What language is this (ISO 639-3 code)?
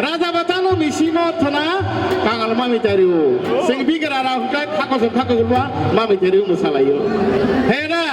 trp